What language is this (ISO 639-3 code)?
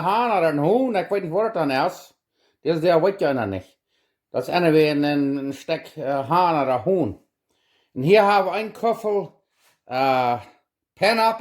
pdt